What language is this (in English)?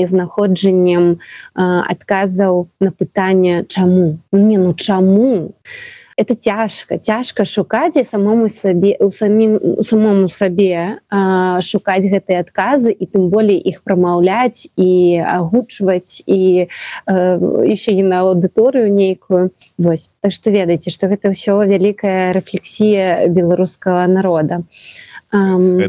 Belarusian